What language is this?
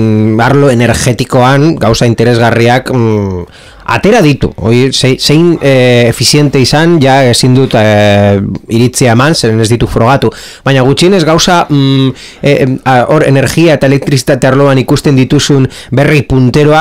Basque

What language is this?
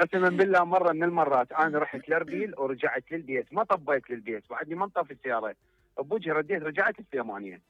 Mesopotamian Arabic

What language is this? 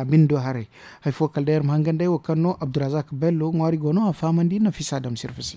Zarma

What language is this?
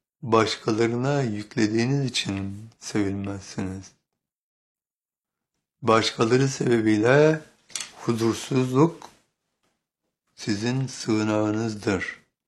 Turkish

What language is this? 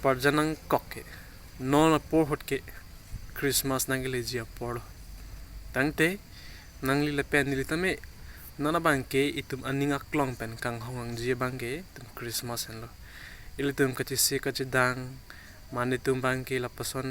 Karbi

